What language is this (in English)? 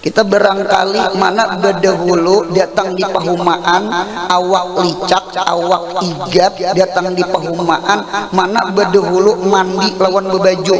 Banjar